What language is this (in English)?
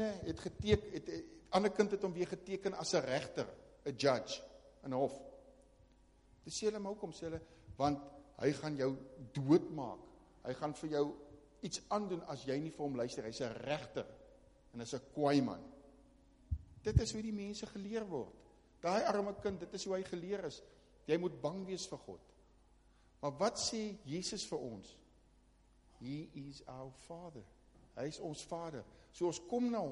Afrikaans